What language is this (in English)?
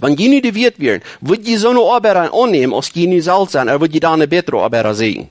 Plautdietsch